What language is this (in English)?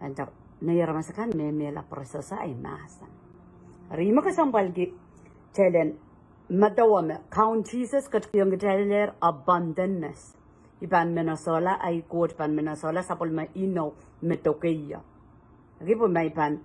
Pohnpeian